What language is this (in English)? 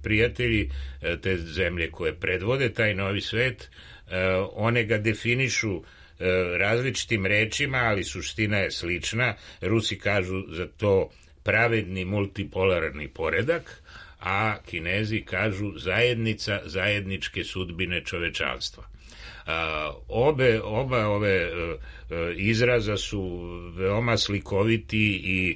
Serbian